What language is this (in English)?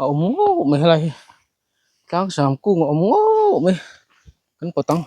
Mizo